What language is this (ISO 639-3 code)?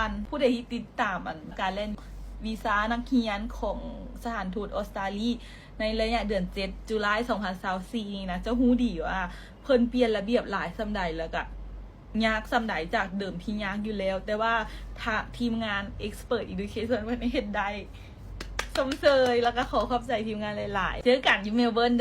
lao